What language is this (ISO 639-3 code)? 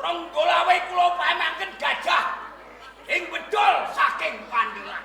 jav